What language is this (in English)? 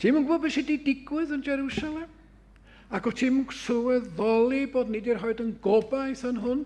Welsh